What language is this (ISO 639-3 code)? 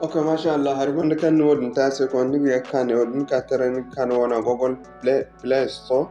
dje